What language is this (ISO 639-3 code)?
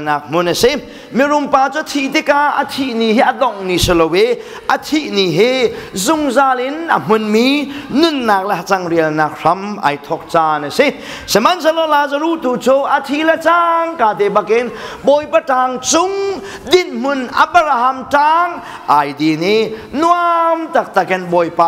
cnh